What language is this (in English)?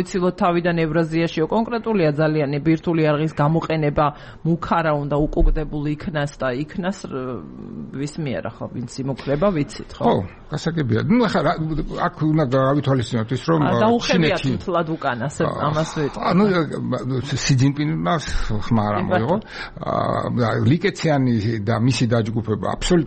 Georgian